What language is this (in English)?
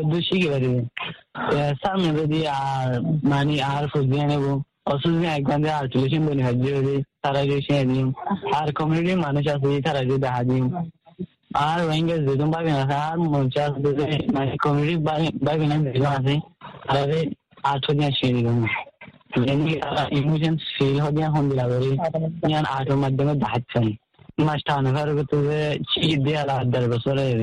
Bangla